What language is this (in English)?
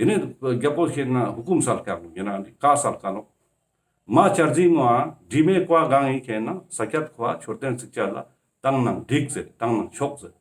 Ladakhi